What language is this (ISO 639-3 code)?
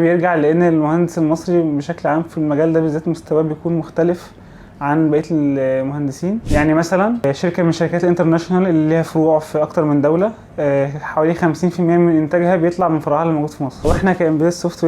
arz